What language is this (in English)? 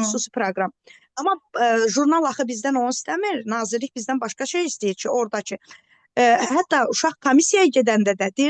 Azerbaijani